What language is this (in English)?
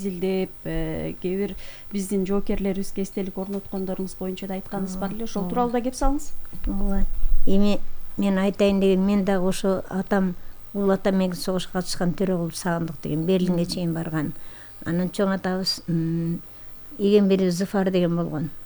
Kyrgyz